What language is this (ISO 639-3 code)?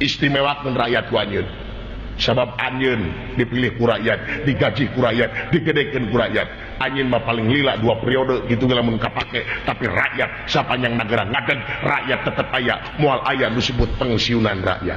sun